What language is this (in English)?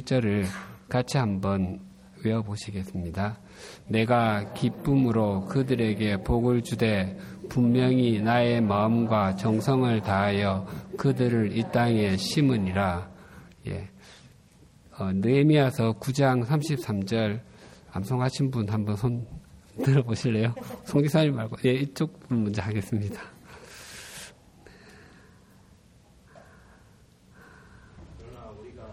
Korean